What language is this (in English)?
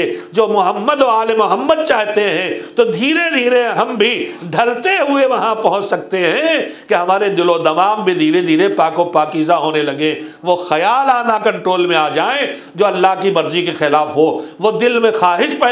Urdu